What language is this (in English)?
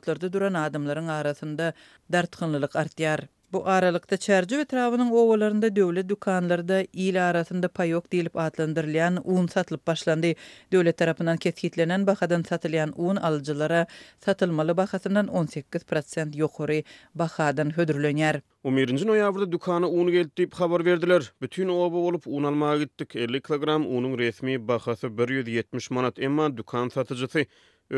Turkmen